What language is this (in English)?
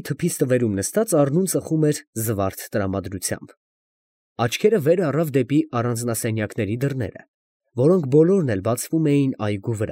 Armenian